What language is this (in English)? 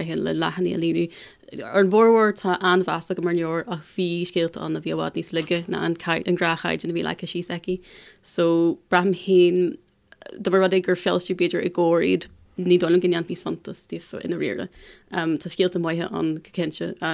Irish